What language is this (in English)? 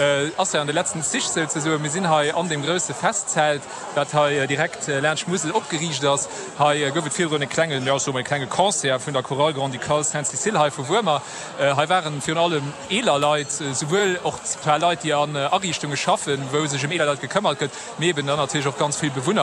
Luxembourgish